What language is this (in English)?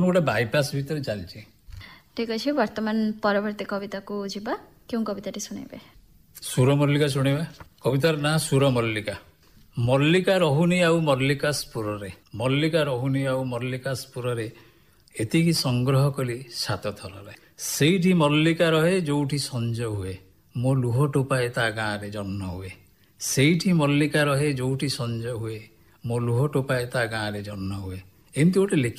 Odia